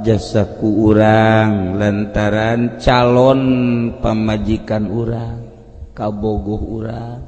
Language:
Sundanese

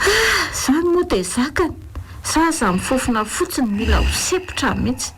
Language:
Malagasy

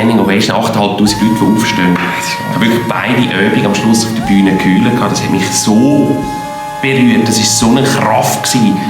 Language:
Swiss German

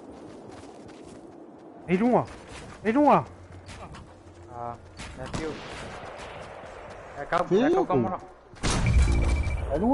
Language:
Malay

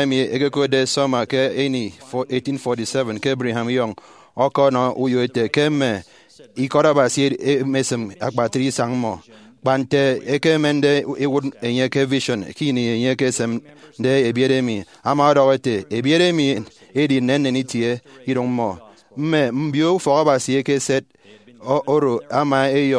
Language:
Efik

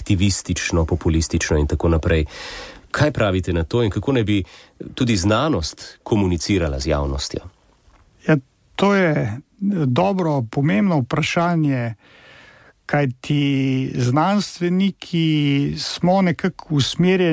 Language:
Slovenian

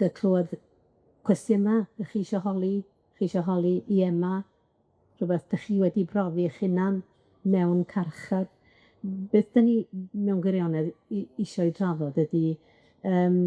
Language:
Welsh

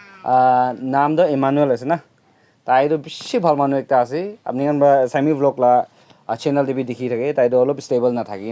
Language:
Naga Pidgin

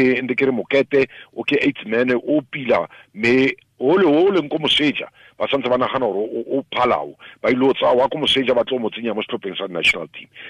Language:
Tswana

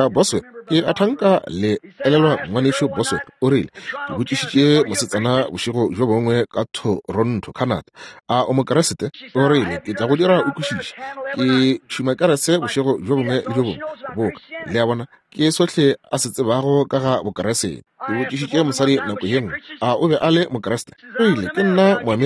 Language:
Northern Sotho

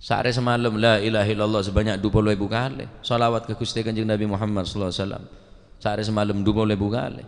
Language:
Madurese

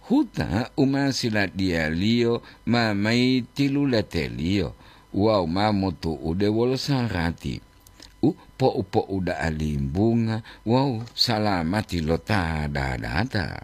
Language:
Gorontalo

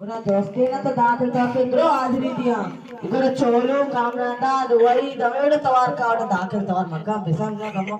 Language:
Baluchi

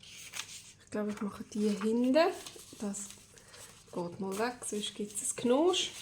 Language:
Swiss German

